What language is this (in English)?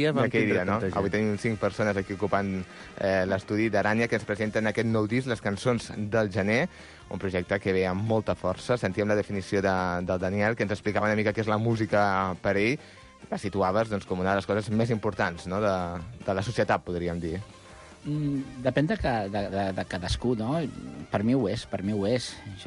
Catalan